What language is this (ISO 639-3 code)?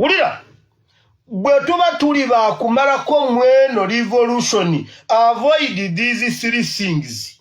lug